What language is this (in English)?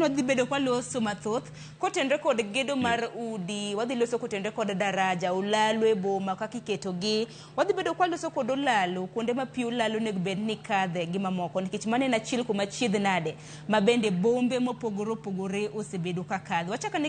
Luo (Kenya and Tanzania)